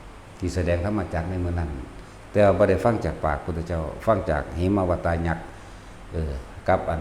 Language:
Northeastern Thai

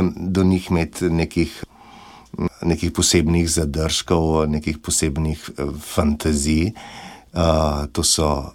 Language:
Slovenian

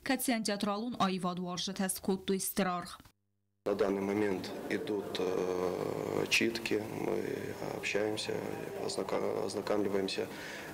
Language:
Ossetic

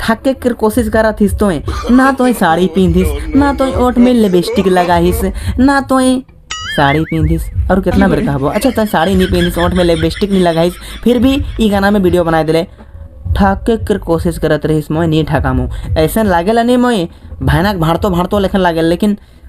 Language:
Sadri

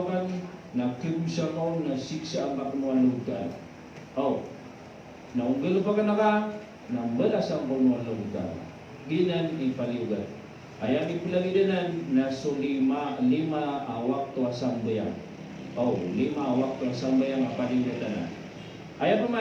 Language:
Maranao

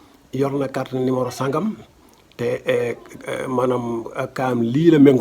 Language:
Wolof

